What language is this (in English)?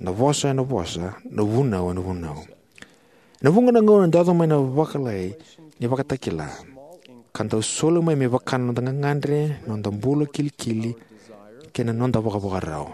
Fijian